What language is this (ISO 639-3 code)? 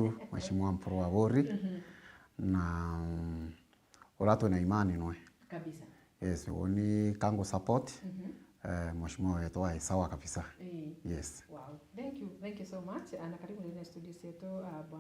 mer